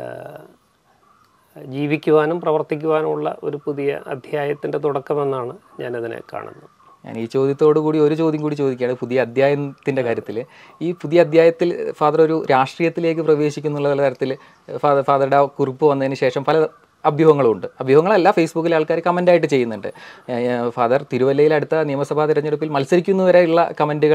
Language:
Malayalam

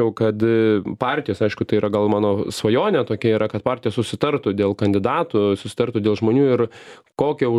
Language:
Lithuanian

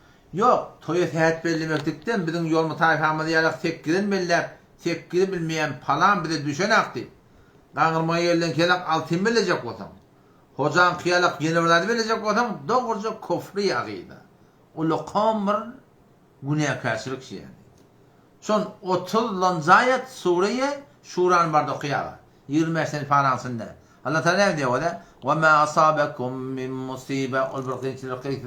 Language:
Turkmen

